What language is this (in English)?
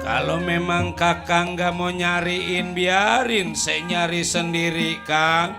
Betawi